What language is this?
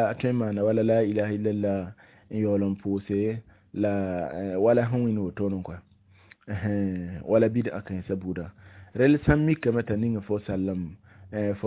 Mossi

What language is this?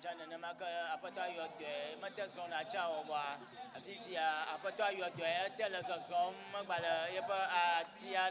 Ewe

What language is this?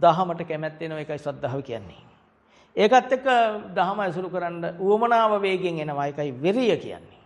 Sinhala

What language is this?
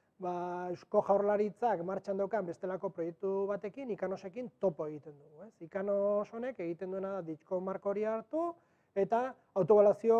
Basque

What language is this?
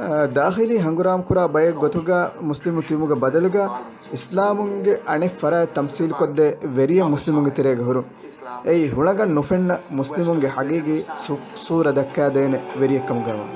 Divehi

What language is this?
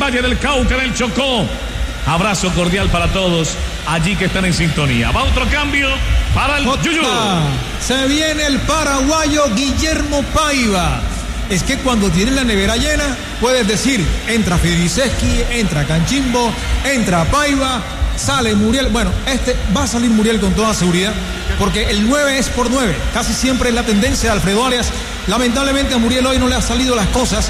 Spanish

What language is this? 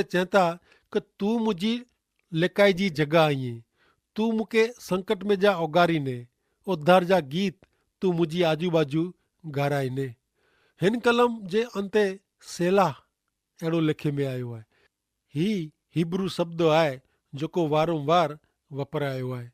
Kachhi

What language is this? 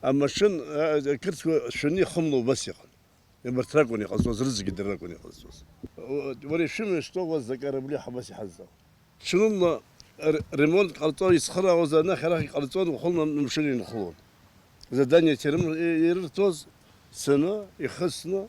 Abkhazian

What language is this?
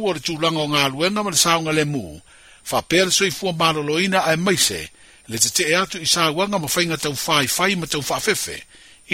Samoan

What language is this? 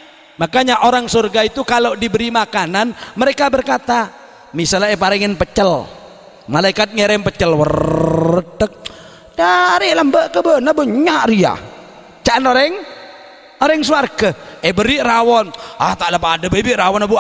Madurese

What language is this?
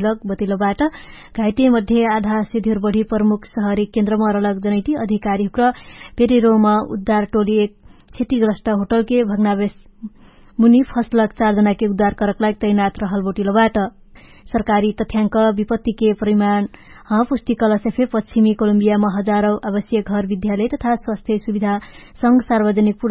Dangaura Tharu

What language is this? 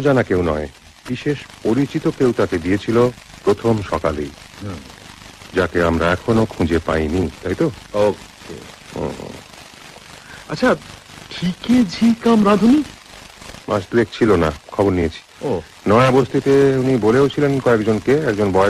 Bangla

